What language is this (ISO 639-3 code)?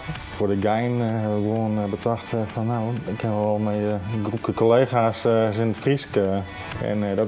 fry